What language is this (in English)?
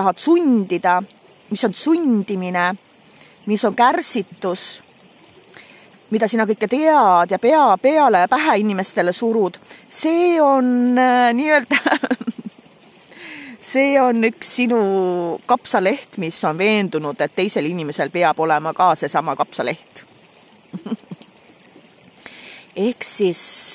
Estonian